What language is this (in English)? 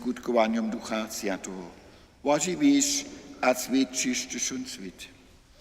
Upper Sorbian